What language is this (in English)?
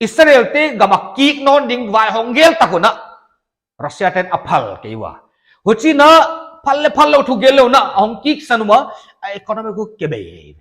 Paite Chin